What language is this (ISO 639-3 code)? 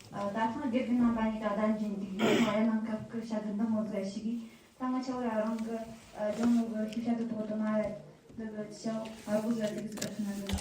bod